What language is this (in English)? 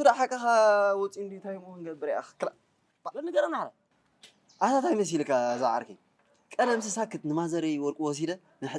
Tigrinya